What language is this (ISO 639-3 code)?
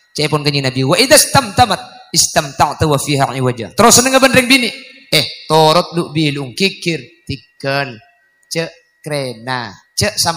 mad